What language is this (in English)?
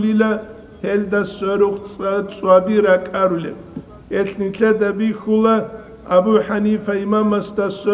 Avaric